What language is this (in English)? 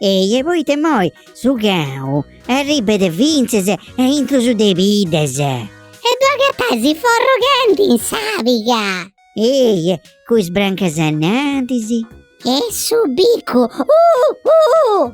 Sardinian